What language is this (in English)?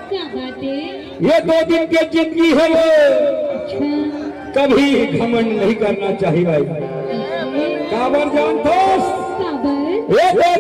Chhattisgarhi